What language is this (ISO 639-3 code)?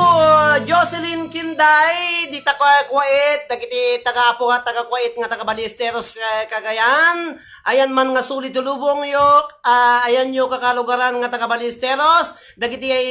ilo